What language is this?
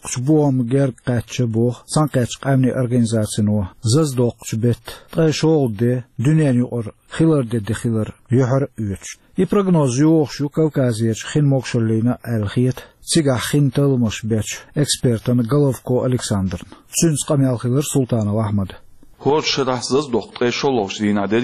Chechen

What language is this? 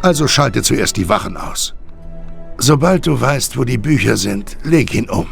Bavarian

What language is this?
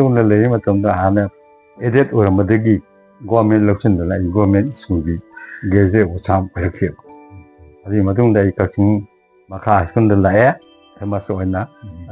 Manipuri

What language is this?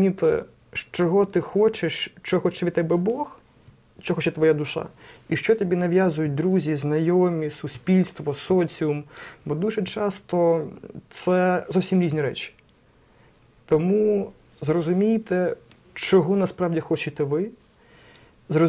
Ukrainian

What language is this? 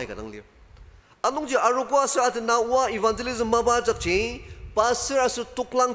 Ao Naga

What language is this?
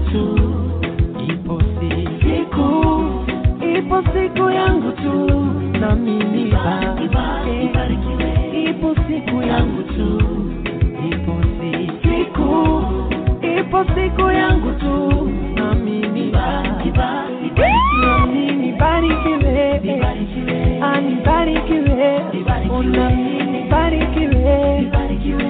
Swahili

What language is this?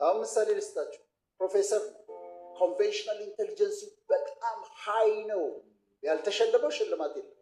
Amharic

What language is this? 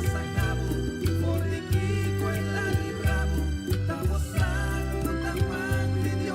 Papiamento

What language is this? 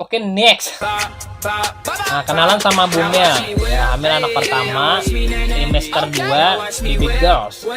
Banjar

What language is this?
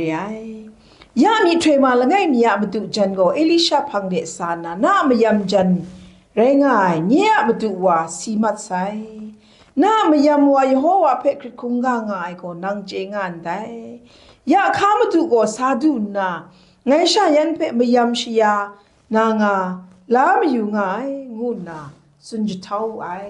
Kachin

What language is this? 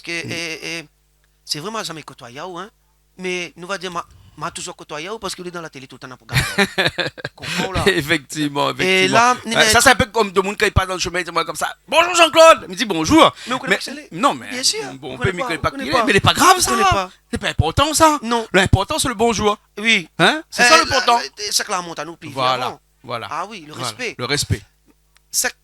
Réunion Creole French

